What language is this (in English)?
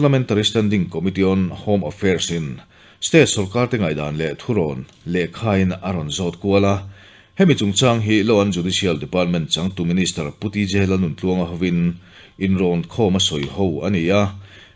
Mizo